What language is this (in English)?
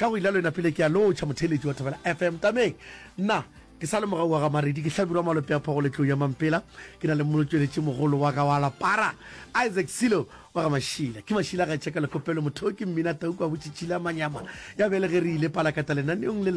Northern Sotho